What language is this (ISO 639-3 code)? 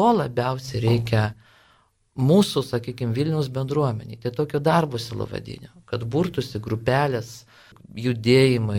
lit